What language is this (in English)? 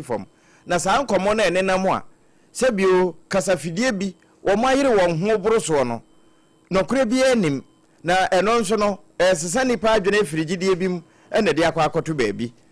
Akan